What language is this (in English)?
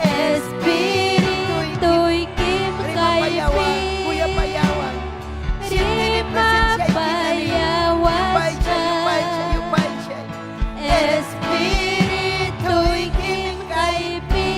Ayacucho Quechua